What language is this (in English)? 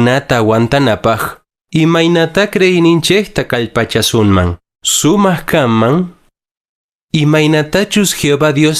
Quechua